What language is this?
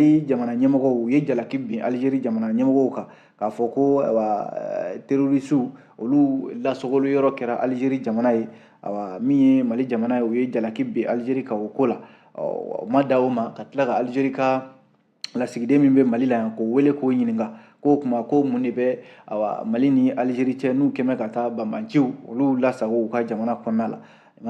Bambara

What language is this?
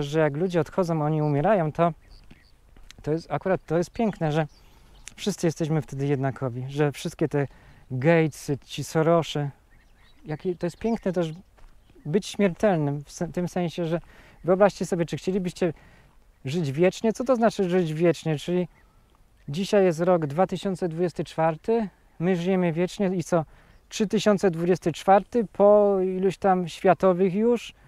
Polish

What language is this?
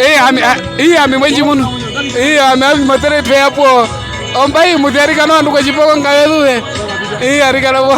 Herero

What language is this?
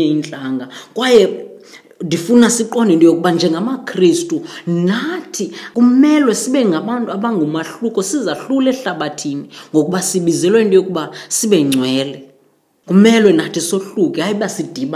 Xhosa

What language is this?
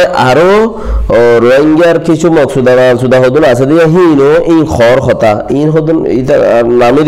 Rohingya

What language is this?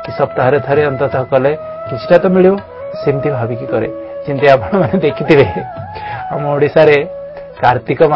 Odia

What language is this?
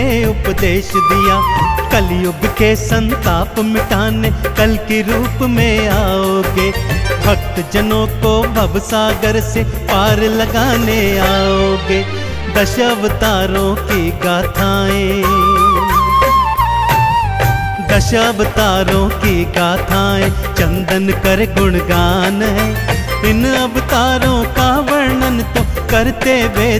Hindi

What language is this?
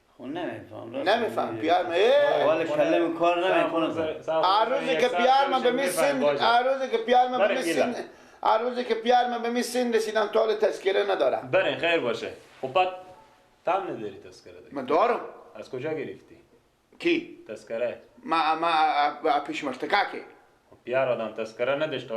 Persian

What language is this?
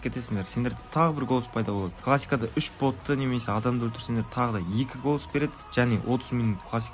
Kara-Kalpak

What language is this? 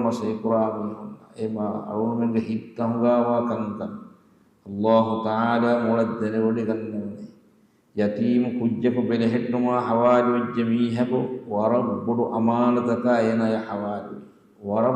Divehi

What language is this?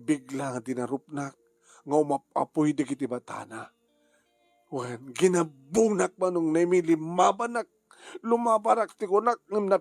Iloko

